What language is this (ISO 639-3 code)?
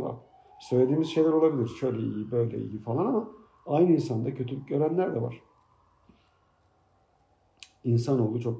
tur